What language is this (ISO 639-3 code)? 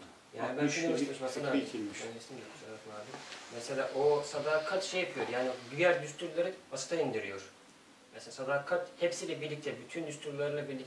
tur